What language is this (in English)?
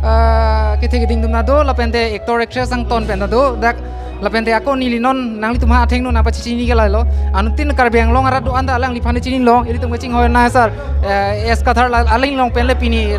Karbi